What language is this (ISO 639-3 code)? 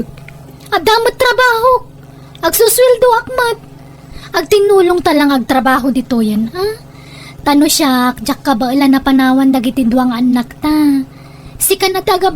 ilo